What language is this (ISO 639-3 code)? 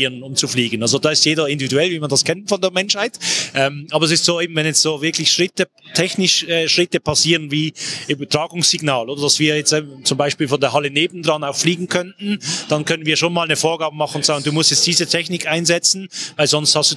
deu